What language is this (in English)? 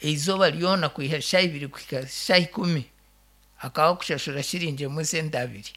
Nyankole